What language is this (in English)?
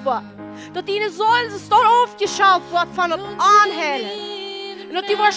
Plautdietsch